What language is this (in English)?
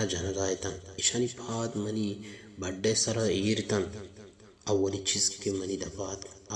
Baluchi